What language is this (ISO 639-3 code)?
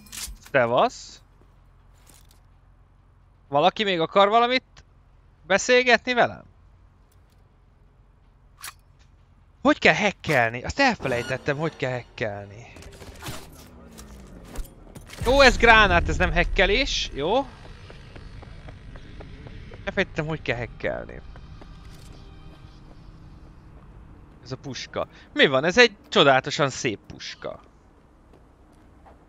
hun